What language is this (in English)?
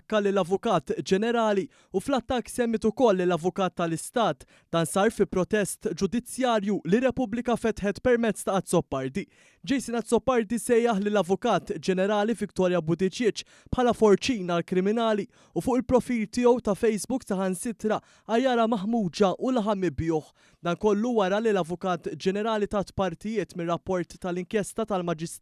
Maltese